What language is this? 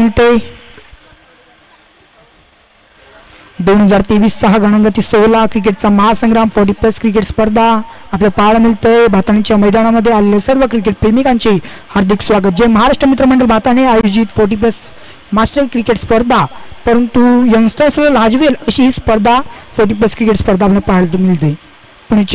Marathi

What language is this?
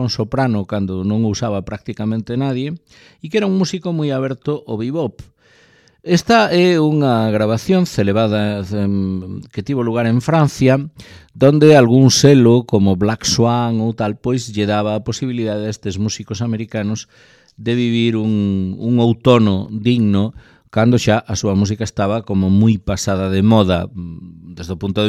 Galician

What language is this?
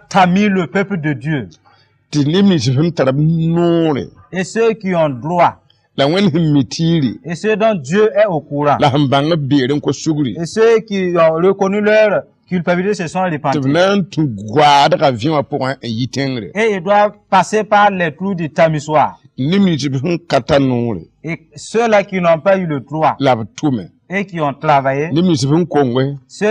Mossi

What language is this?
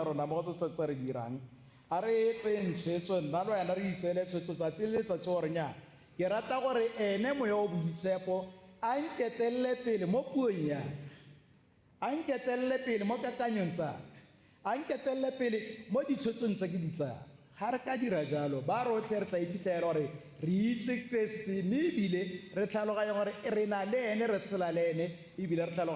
Tswana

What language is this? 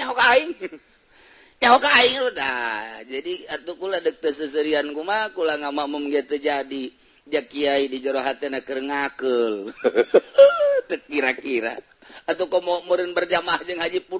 Sundanese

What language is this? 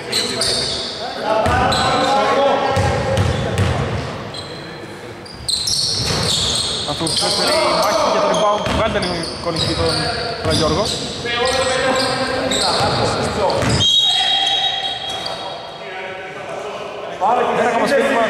Greek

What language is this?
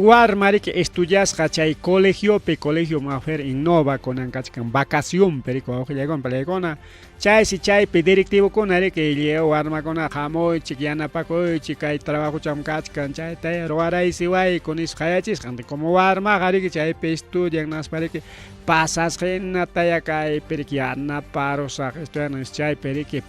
Ayacucho Quechua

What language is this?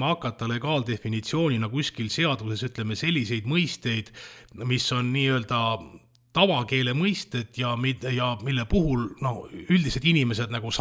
Estonian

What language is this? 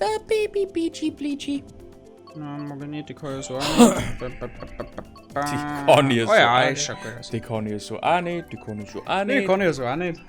Bavarian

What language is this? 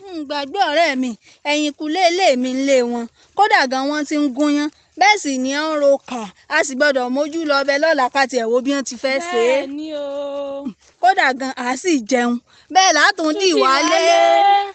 Yoruba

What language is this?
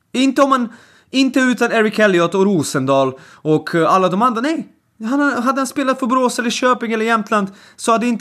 Swedish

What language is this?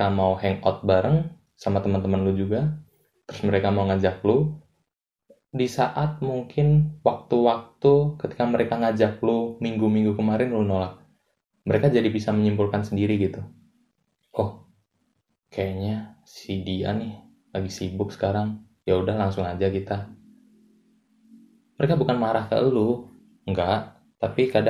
Indonesian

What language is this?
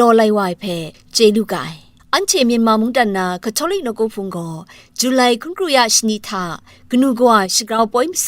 Kachin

